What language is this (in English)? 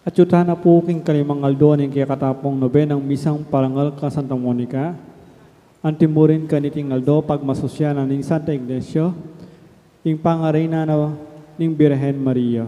Pampanga